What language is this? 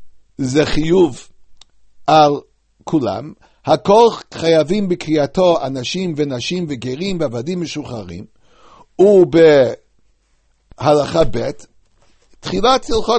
Hebrew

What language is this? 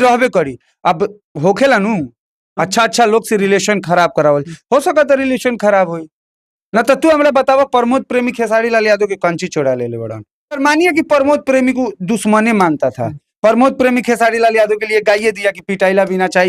Bhojpuri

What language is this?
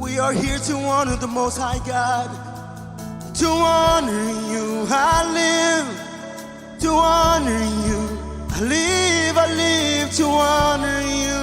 Marshallese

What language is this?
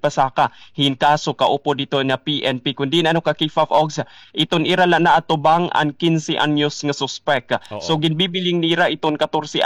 Waray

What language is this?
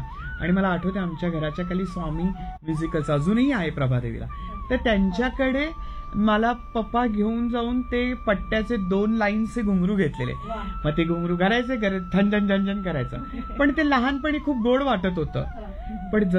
Marathi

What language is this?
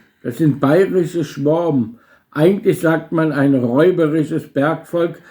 Bavarian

